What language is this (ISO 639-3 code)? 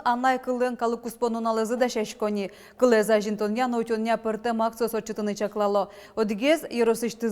udm